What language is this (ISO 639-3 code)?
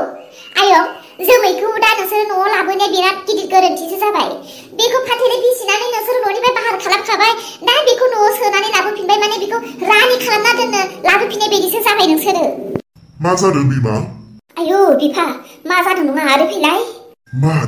brx